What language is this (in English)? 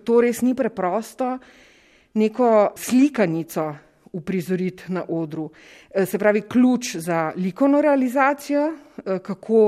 Slovenian